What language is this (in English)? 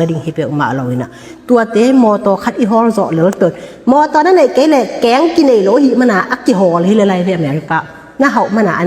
Tedim Chin